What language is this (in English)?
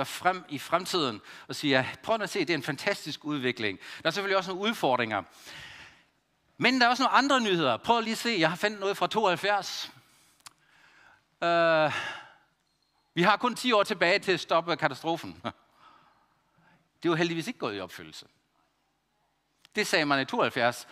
Danish